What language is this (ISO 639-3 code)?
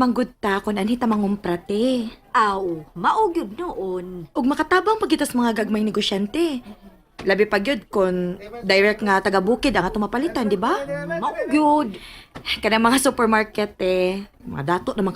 ceb